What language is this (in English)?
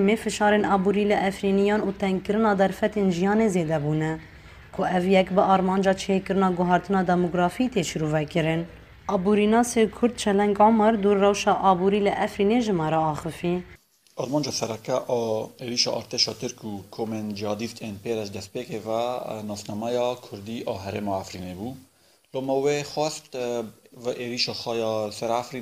Kurdish